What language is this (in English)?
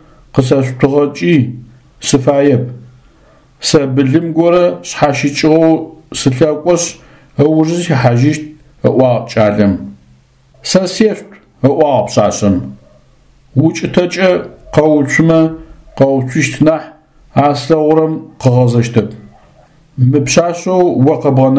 Adyghe